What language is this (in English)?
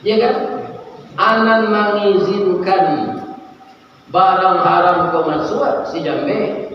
Minangkabau